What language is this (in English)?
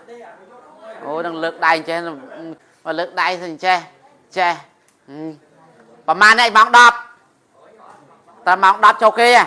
Khmer